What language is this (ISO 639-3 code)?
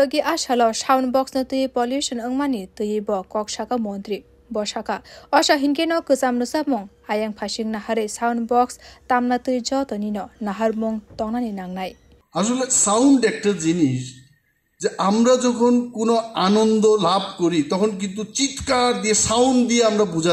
trp